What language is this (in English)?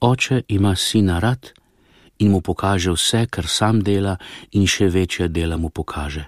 Slovenian